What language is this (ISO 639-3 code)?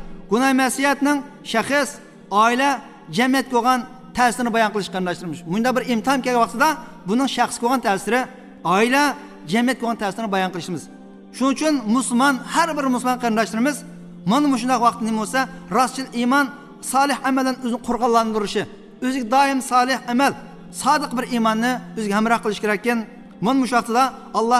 uig